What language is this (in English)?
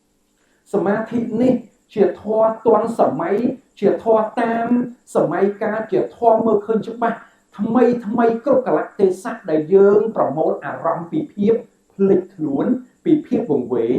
Khmer